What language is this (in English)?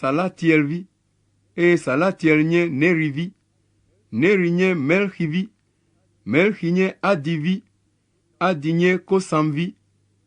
Ewe